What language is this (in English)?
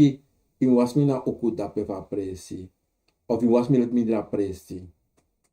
Sranan Tongo